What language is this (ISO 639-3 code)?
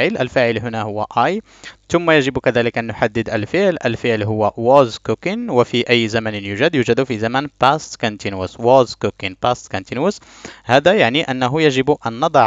ara